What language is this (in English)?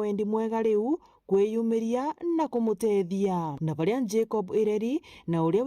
Meru